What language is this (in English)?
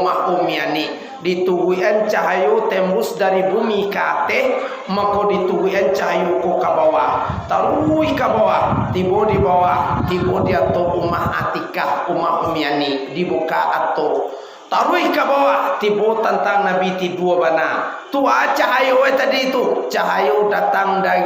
Minangkabau